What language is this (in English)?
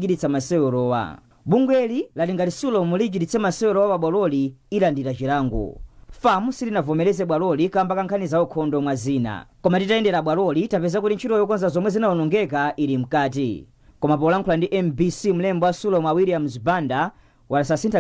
Nyanja